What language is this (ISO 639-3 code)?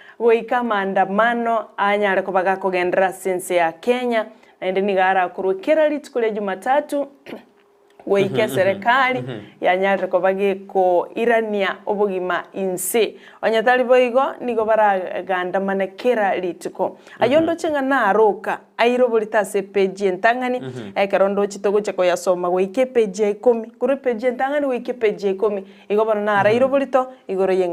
guz